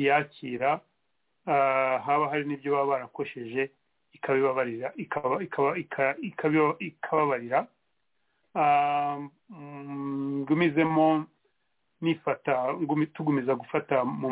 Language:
Kinyarwanda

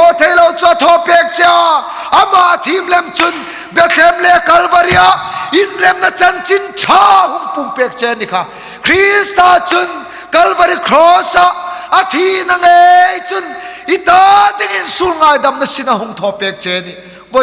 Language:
Hmar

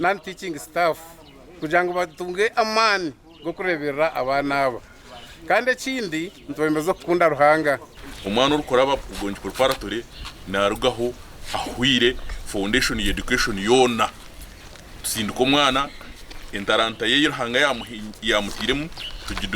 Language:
Nyankole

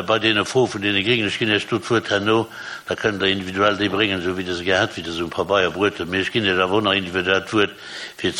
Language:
Luxembourgish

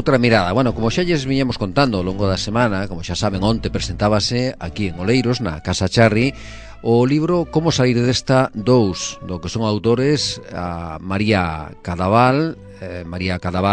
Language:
Galician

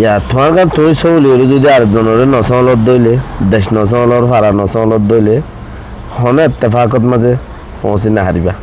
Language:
Rohingya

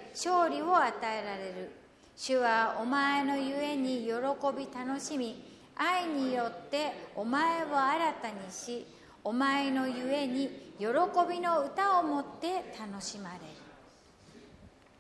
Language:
Japanese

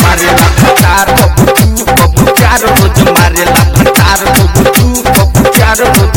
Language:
Bhojpuri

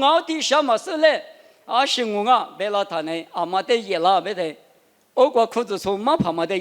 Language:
Lisu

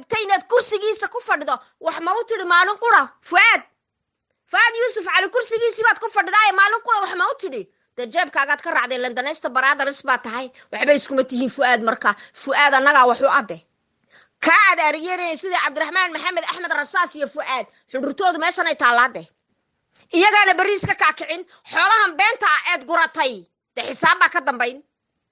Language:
Somali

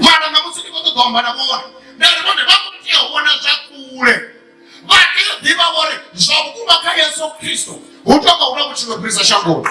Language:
Venda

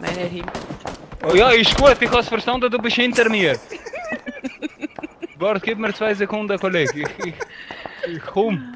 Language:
Swiss German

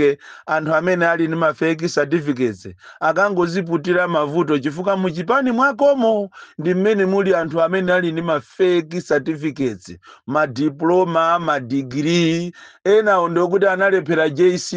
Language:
Nyanja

